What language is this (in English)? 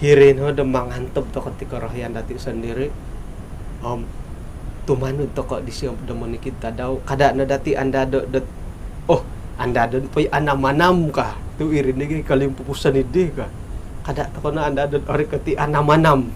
Central Dusun